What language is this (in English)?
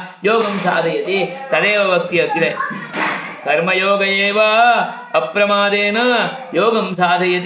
Sanskrit